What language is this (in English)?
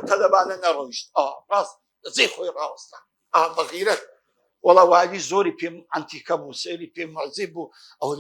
Central Kurdish